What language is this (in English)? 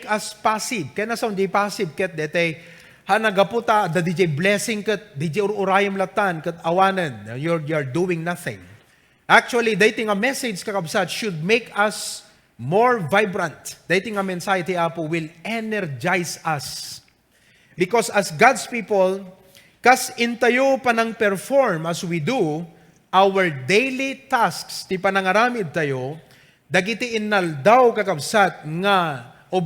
Iloko